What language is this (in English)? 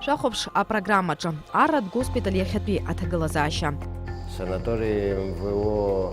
Abkhazian